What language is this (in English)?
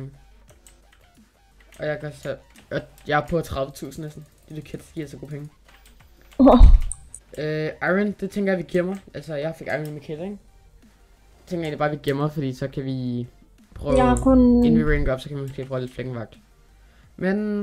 Danish